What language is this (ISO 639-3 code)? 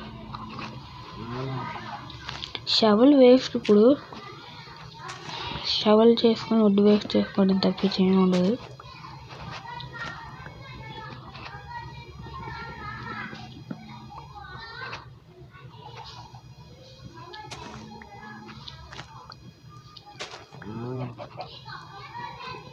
tel